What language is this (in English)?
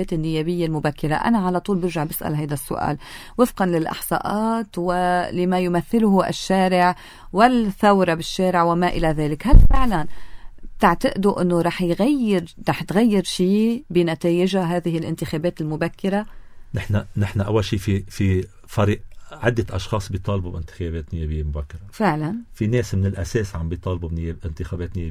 North Levantine Arabic